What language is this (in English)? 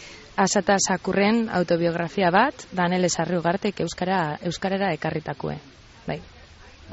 Basque